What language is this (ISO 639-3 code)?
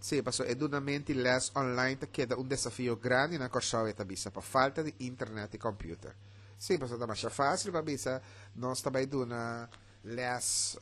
pap